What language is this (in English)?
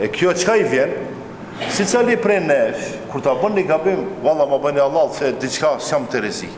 Albanian